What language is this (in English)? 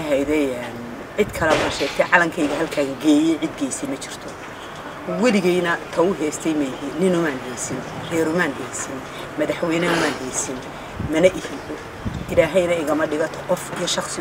Somali